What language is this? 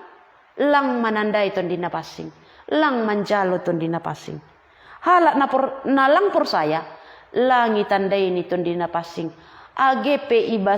Batak Simalungun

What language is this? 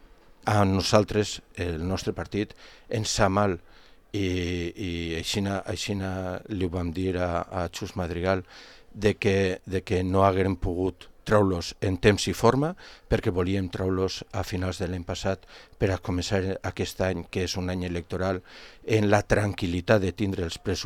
Catalan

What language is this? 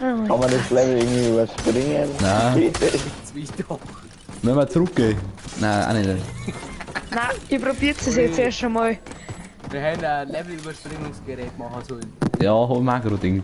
Bavarian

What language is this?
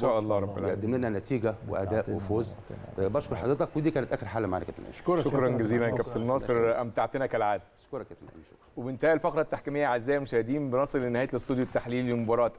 Egyptian Arabic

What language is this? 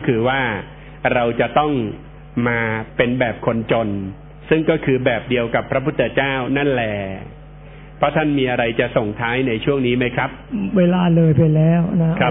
Thai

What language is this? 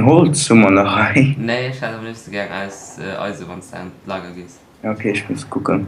Luxembourgish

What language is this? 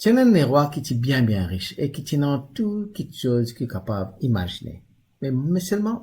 Morisyen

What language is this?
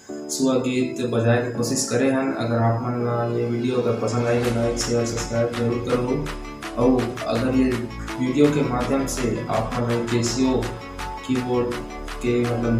Chhattisgarhi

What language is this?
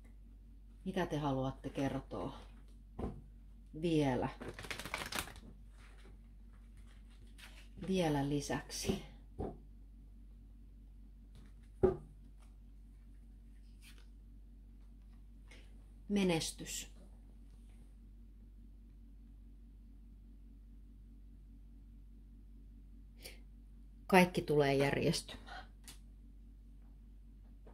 Finnish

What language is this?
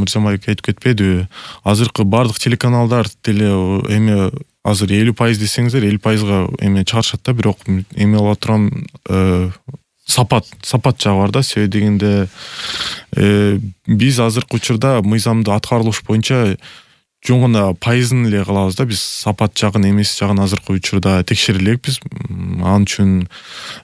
Kyrgyz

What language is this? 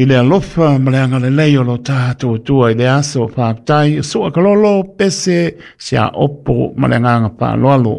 Samoan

